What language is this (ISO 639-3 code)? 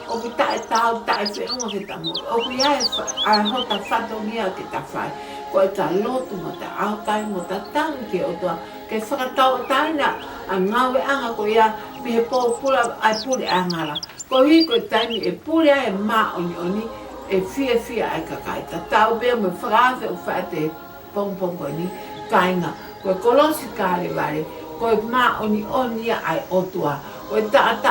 ton